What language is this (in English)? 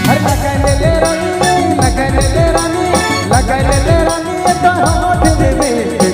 Sadri